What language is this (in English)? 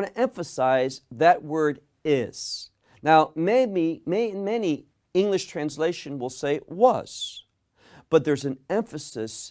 English